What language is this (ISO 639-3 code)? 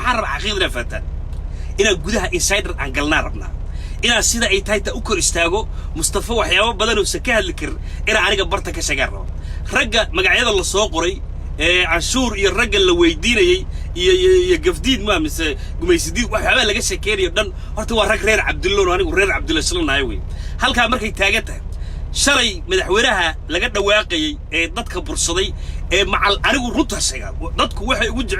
som